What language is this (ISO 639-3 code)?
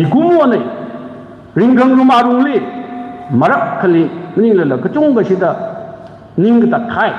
nmf